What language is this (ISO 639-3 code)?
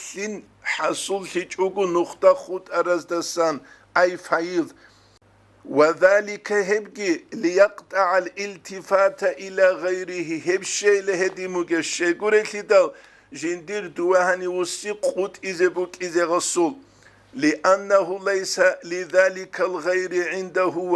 ava